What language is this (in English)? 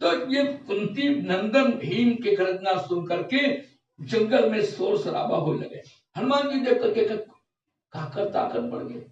Chhattisgarhi